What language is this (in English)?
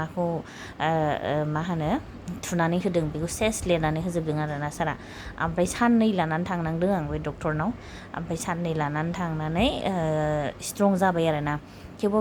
Bodo